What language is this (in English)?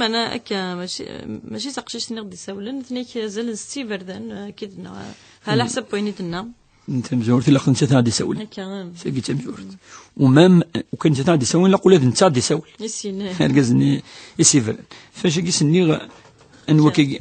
Kabyle